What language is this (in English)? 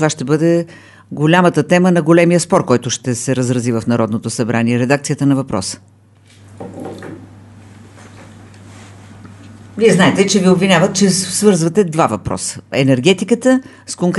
Bulgarian